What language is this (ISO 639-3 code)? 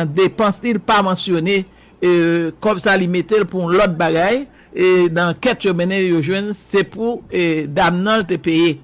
hat